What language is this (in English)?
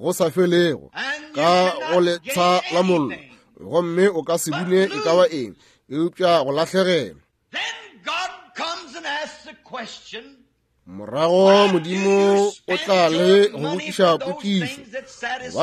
Northern Sotho